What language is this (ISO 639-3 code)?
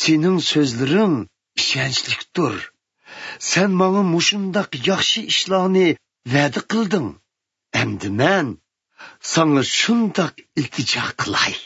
uig